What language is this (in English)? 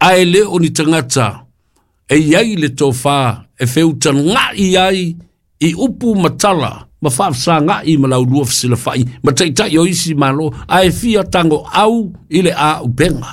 Samoan